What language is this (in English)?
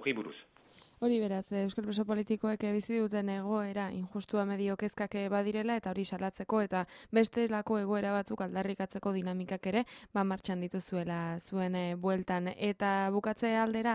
Basque